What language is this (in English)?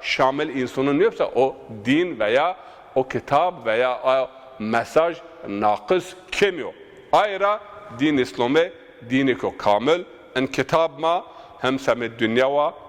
Zaza